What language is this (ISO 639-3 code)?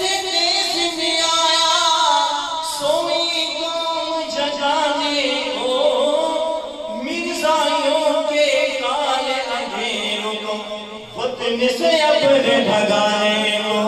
urd